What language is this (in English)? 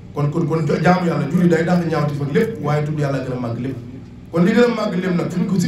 Wolof